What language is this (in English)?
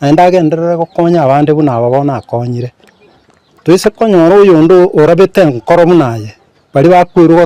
Gusii